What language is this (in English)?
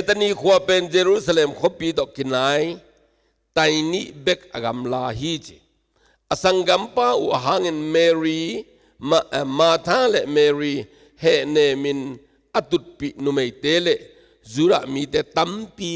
Tedim Chin